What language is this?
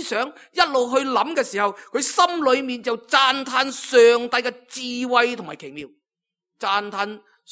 Cantonese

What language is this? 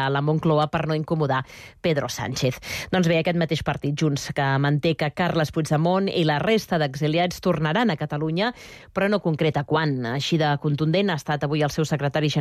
Catalan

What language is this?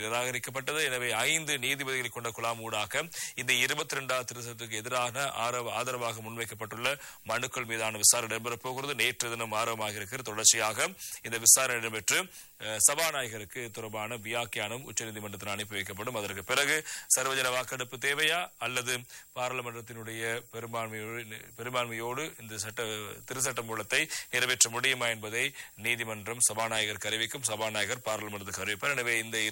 Tamil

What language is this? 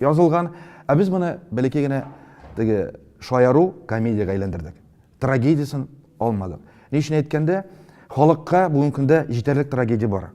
Tatar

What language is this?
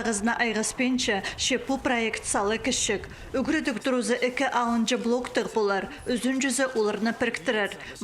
Khakas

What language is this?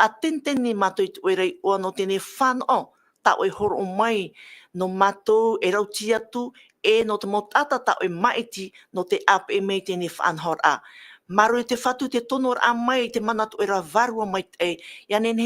Tahitian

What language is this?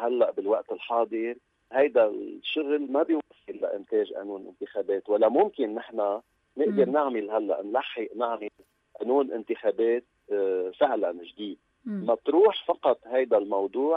North Levantine Arabic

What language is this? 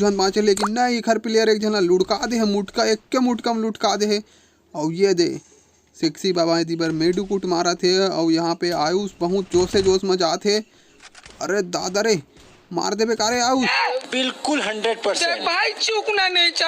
Chhattisgarhi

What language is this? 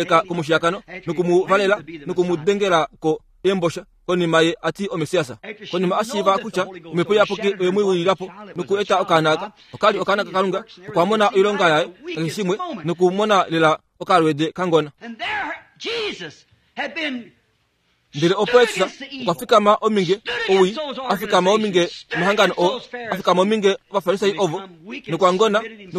Kuanyama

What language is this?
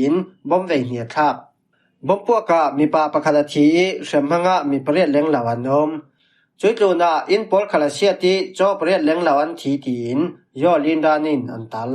Falam Chin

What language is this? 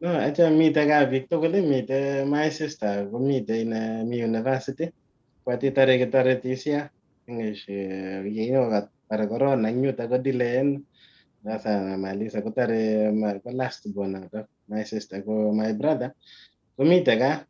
Kalenjin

